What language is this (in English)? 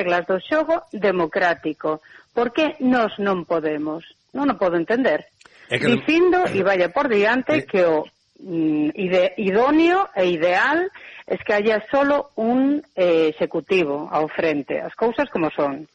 Galician